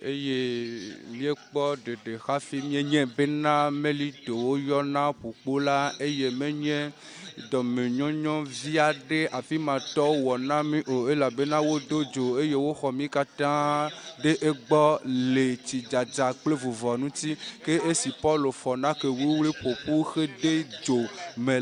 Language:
Ewe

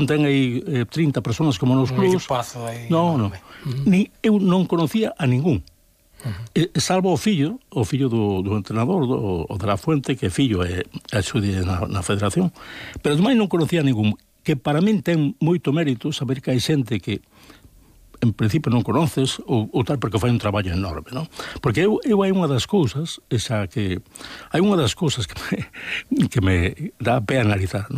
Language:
Galician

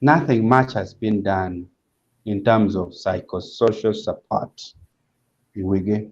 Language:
Acoli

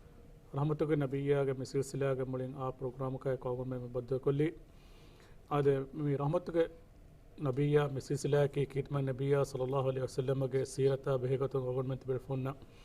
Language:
Divehi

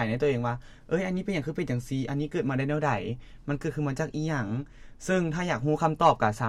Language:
Lao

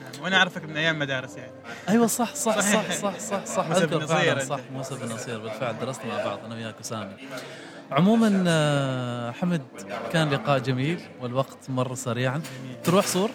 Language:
Gulf Arabic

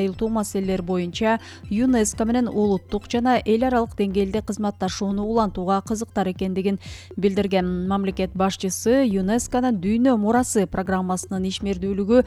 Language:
Kyrgyz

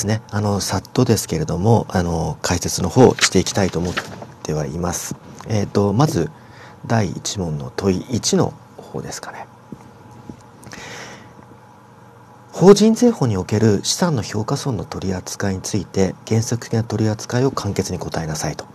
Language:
Japanese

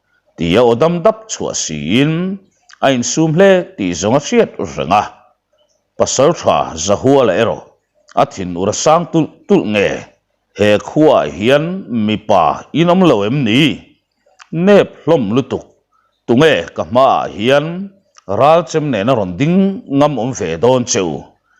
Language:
Mizo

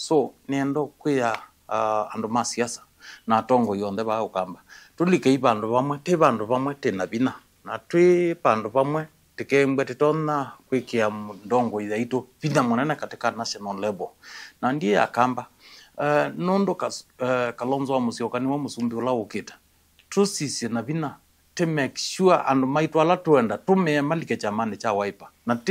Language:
Kamba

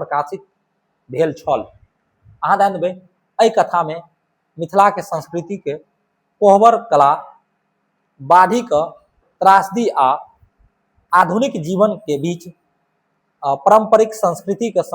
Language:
Maithili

